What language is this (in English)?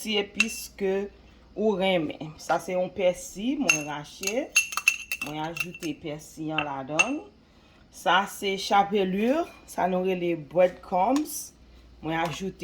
Haitian Creole